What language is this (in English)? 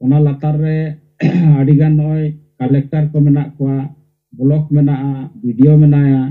Santali